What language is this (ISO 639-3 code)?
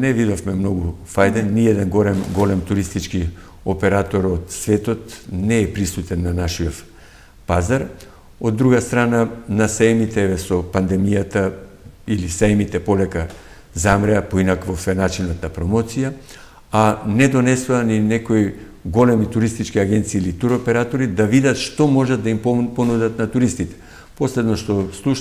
mkd